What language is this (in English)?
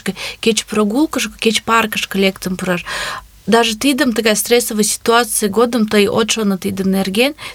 Mari